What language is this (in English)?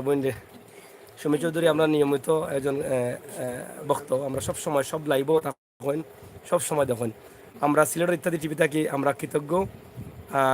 Sylheti